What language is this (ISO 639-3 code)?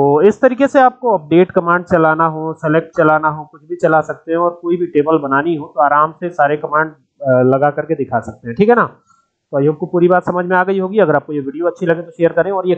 hin